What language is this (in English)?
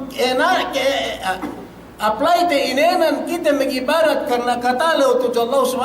Yakan